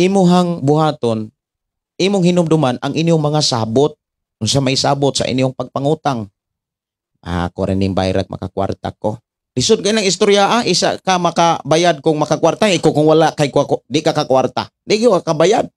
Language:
Cebuano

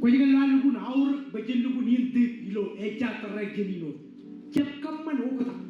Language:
Marshallese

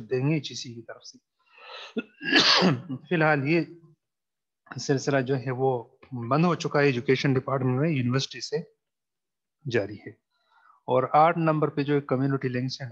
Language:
Urdu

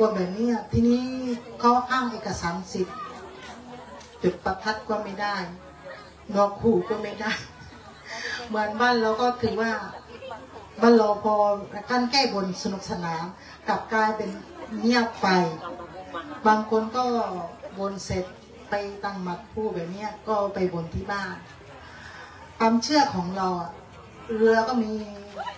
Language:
Thai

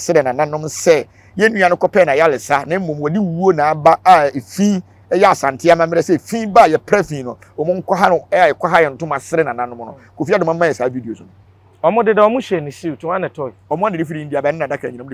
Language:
Akan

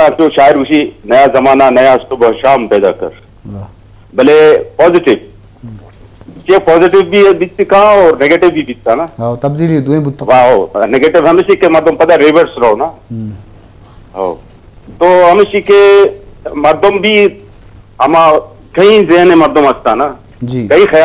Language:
Baluchi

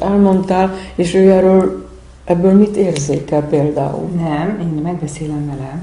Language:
Hungarian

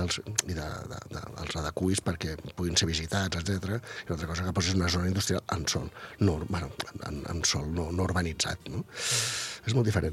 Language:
Catalan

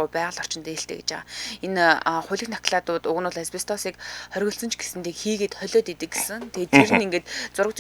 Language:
Mongolian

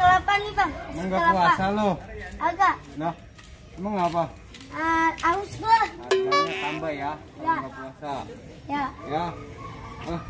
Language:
Betawi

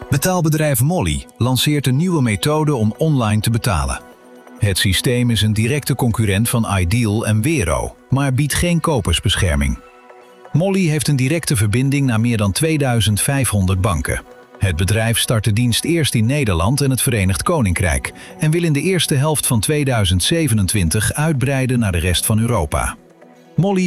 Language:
Dutch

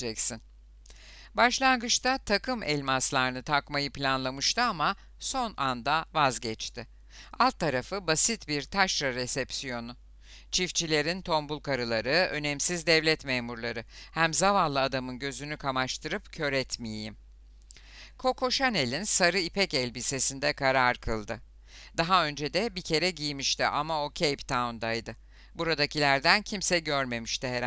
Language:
Turkish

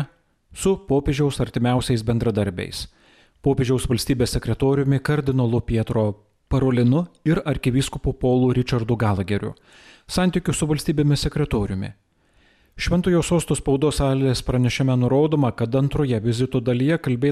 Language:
Lithuanian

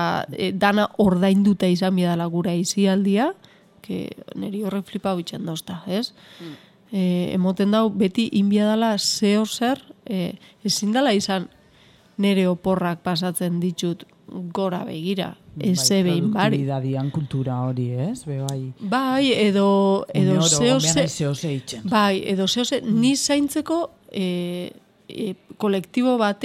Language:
Basque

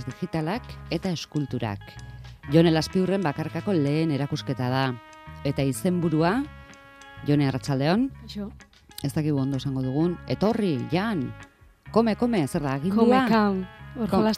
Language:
Basque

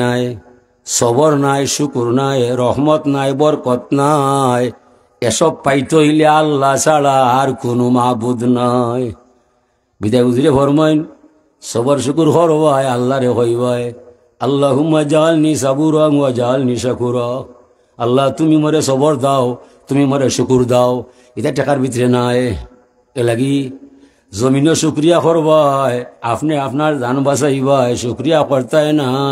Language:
Sylheti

